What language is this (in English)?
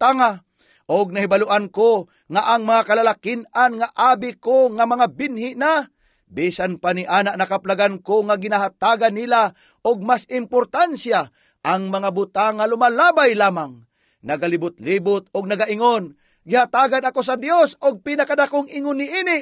Cebuano